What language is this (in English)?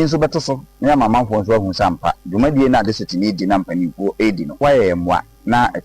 Akan